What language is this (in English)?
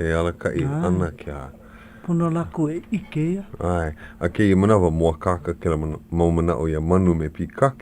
Hawaiian